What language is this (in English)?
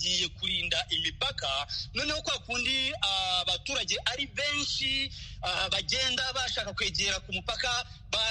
Kinyarwanda